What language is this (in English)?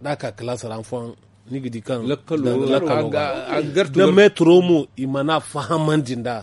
Zarma